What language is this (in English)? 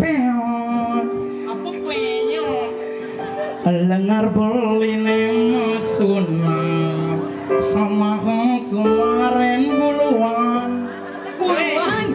Balinese